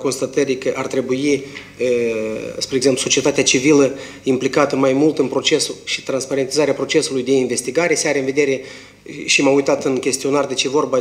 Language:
Romanian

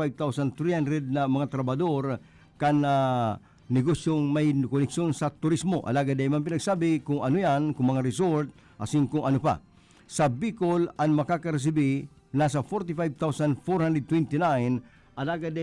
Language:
Bikol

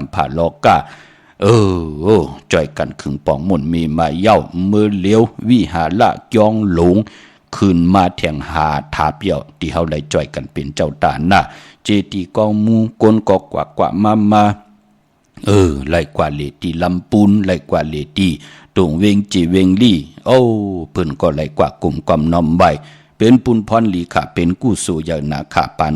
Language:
Shan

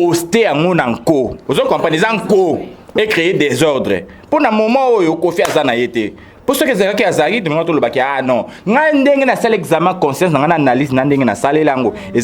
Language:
Lingala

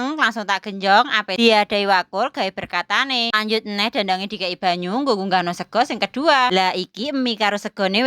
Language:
Javanese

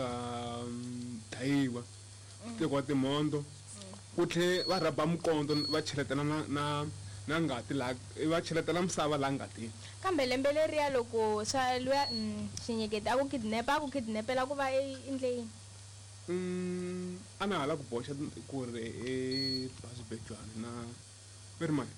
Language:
Tsonga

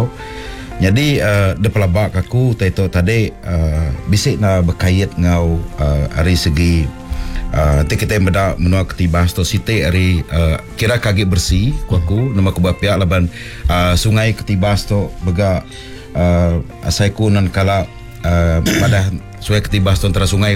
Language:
Iban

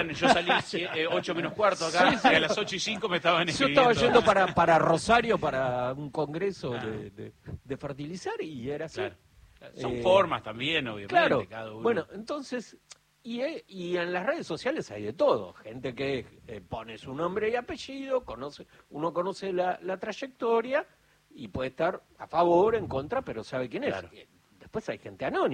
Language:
Spanish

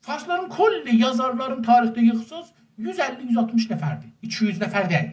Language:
South Azerbaijani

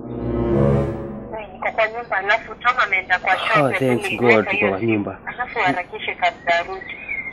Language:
Swahili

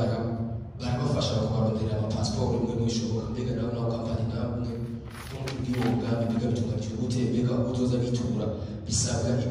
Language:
Rundi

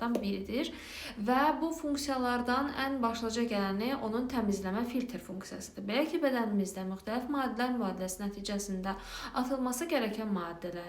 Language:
Azerbaijani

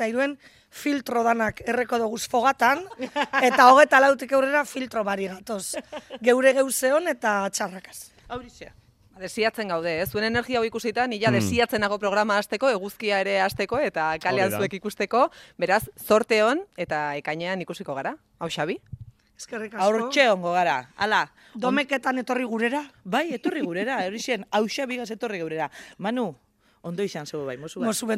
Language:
Basque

